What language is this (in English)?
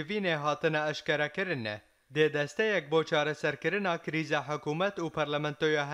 Kurdish